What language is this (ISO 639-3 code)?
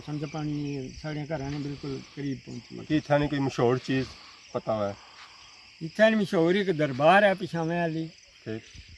phr